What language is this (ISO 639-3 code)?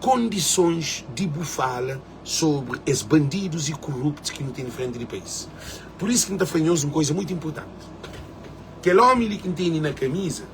kea